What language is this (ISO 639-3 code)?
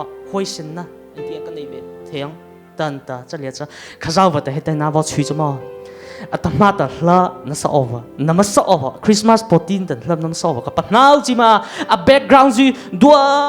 mrh